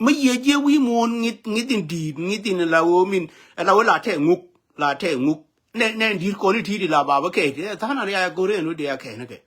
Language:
Nuer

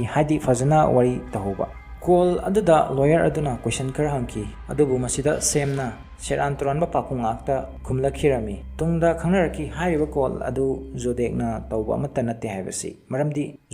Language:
Manipuri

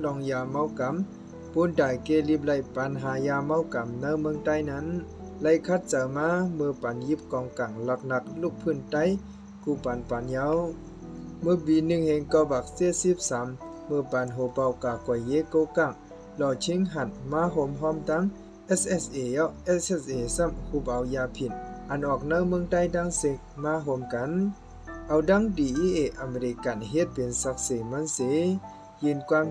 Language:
Shan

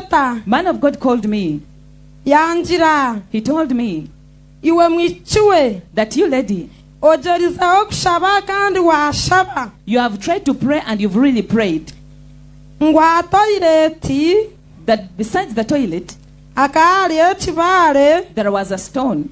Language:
Nyankole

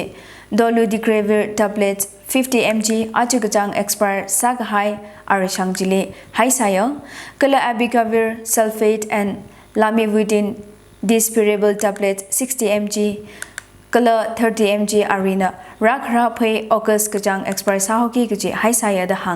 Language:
Tangkhul Naga (India)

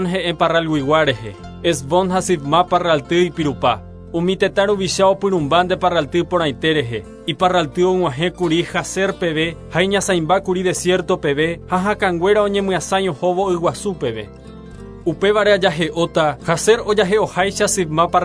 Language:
Guarani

